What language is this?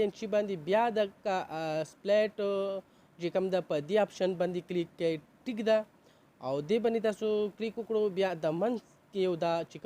Pashto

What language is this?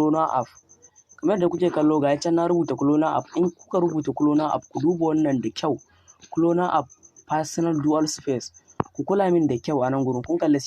Hausa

